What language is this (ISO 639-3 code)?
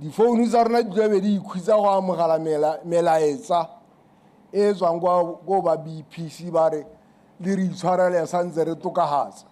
tsn